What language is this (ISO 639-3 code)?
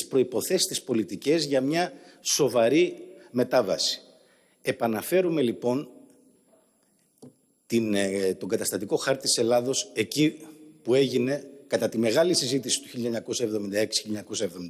ell